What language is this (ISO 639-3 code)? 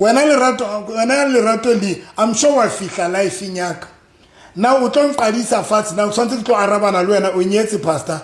sot